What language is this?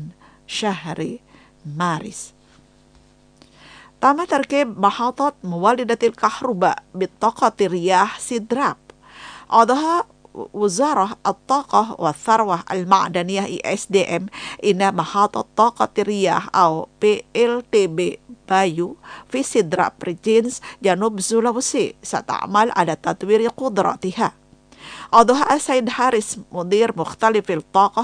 Indonesian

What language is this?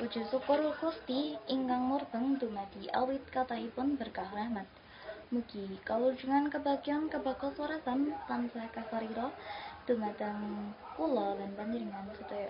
Javanese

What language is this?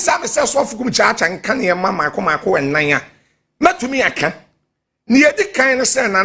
Akan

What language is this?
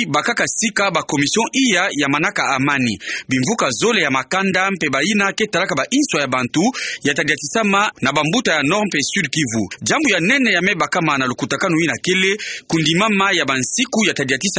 Kituba (Democratic Republic of Congo)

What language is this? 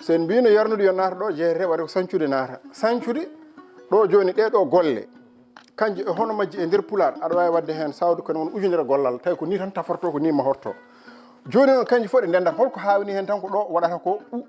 Fula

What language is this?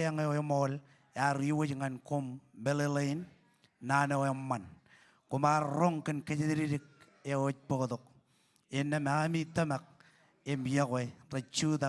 Marshallese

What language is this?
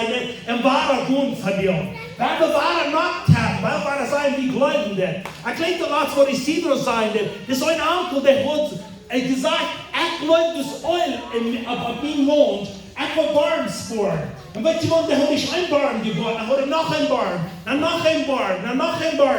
Plautdietsch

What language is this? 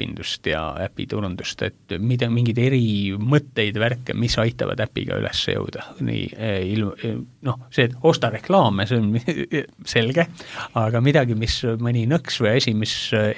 Estonian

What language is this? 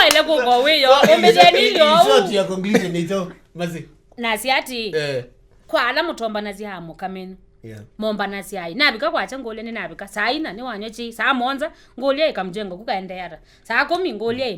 Kamba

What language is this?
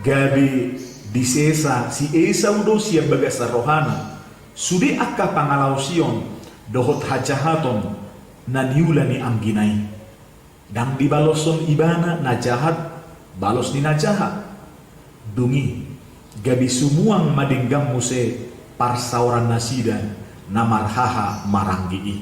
Batak Toba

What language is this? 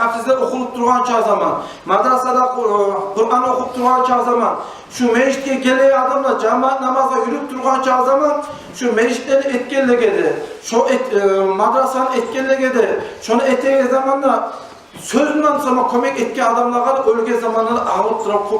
Kumyk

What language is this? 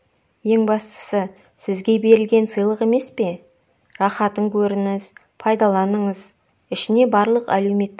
Kazakh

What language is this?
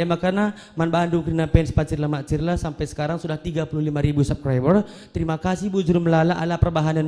Batak Karo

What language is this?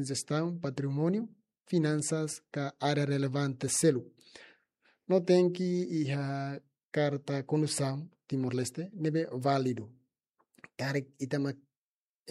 Tetum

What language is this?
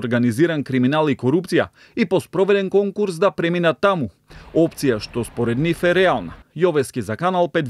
Macedonian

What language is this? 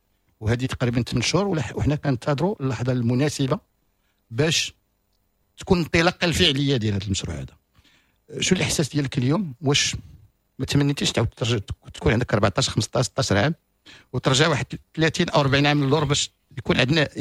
Moroccan Arabic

